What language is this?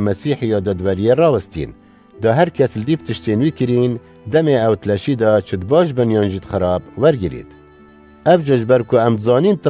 Kurdish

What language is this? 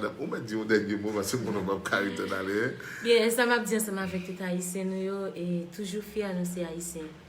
Haitian Creole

